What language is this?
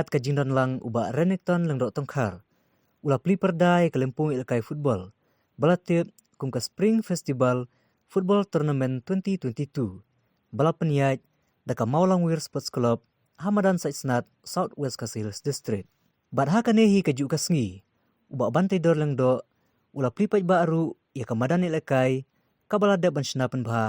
Khasi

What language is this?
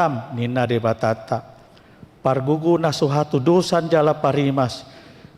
Batak Toba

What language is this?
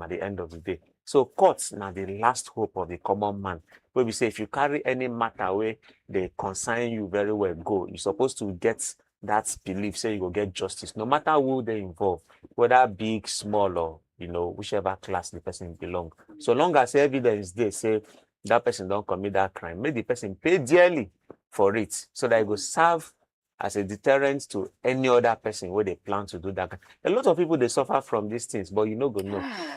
Nigerian Pidgin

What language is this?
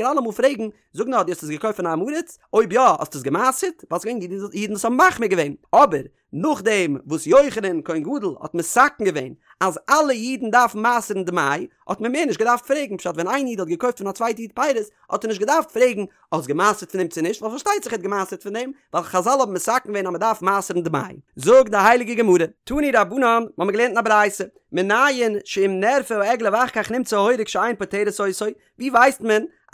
Yiddish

